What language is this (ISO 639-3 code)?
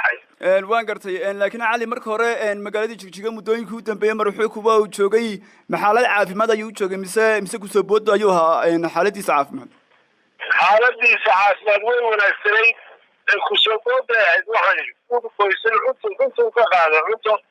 som